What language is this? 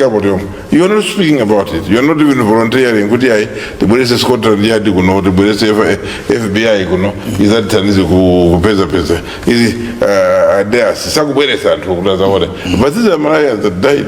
Nyanja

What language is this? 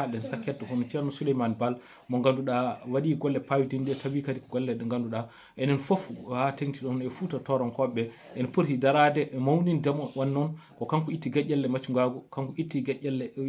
Fula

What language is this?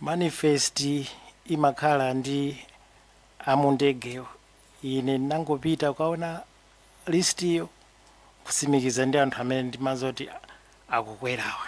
Nyanja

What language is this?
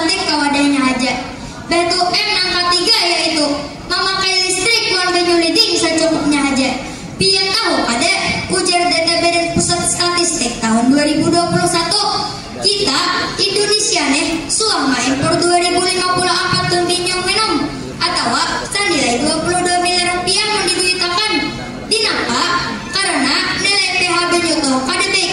Banjar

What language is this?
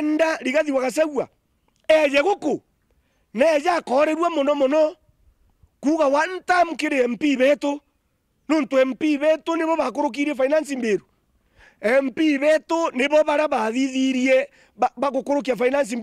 Meru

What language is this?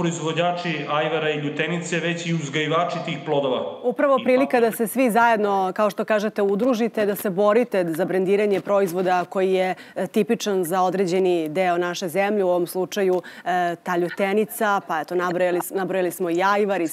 Serbian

